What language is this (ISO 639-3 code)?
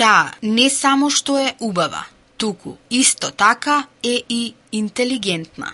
mkd